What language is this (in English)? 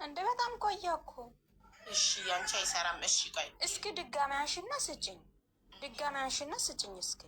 Amharic